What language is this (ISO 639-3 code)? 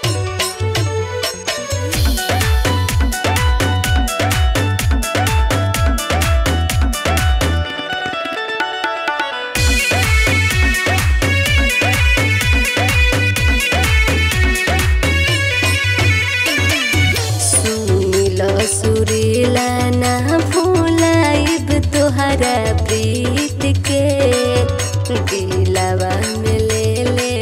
bho